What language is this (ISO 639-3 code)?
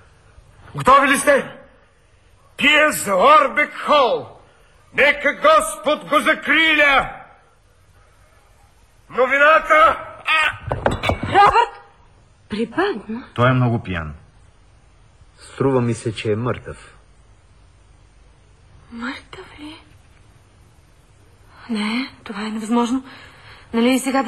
bul